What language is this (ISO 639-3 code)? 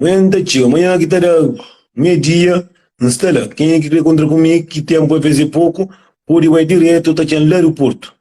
kea